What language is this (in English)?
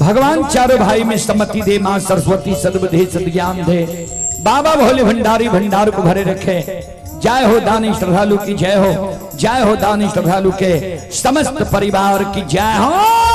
Maithili